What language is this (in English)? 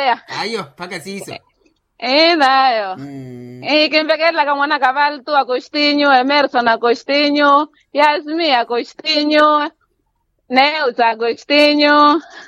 Makhuwa